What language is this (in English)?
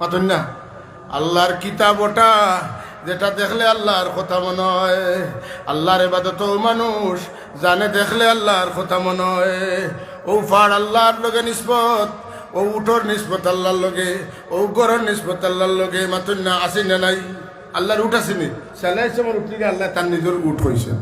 Sylheti